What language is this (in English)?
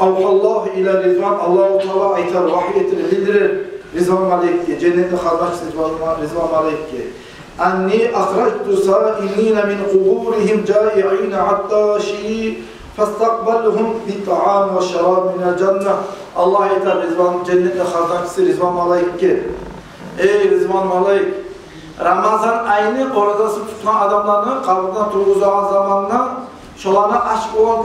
Kumyk